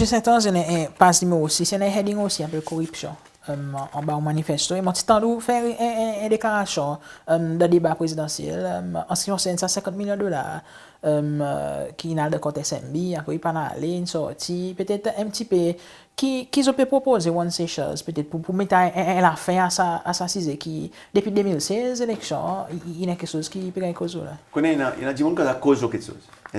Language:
Seselwa Creole French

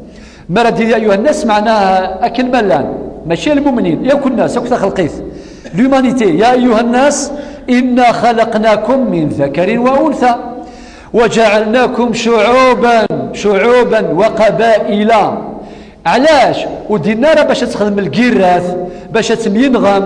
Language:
Kabyle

